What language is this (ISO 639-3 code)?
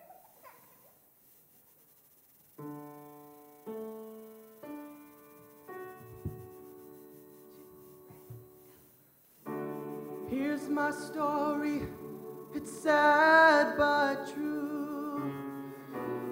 eng